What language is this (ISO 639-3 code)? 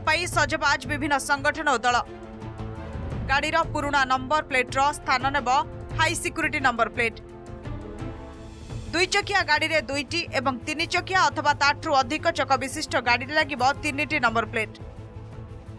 ori